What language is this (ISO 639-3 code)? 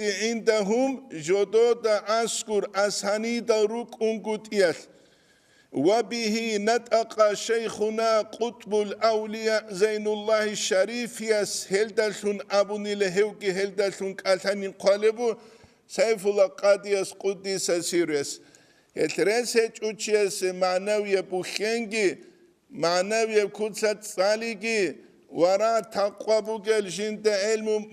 ava